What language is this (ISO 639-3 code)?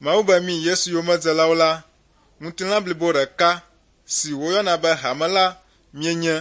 ewe